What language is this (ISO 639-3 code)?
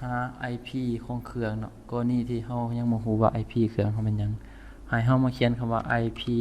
lao